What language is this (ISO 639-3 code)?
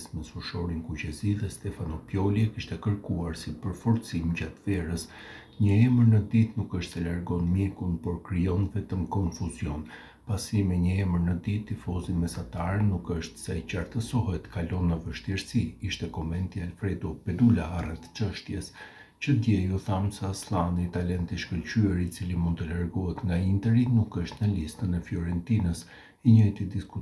sqi